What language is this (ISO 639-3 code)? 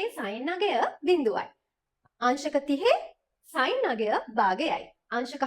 sin